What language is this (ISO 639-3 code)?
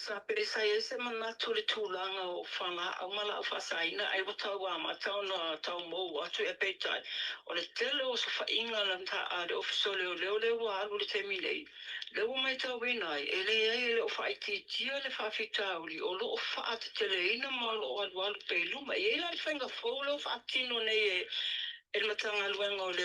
smo